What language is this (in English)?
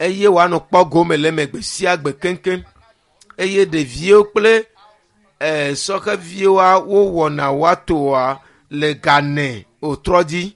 Ewe